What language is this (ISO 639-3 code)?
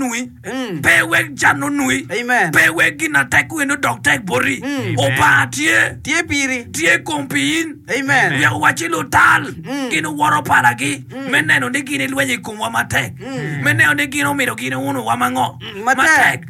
ach